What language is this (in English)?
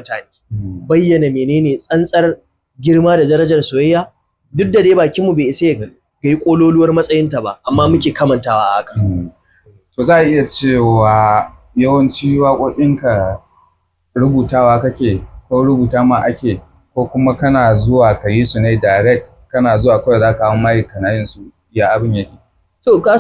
Hausa